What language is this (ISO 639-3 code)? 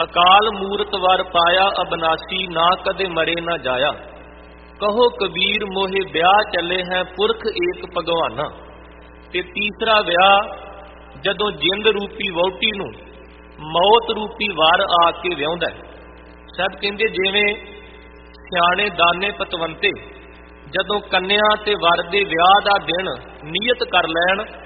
pan